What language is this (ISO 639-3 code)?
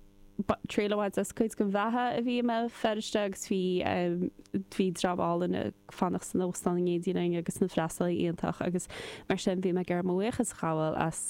gle